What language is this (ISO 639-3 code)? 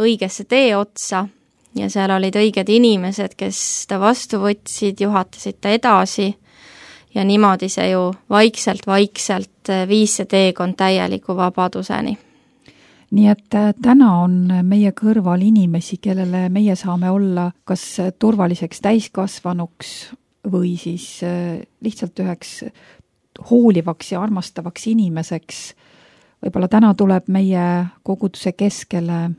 est